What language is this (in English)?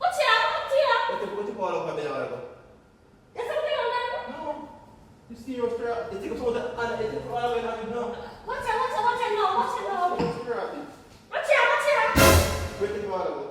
Jamaican Creole English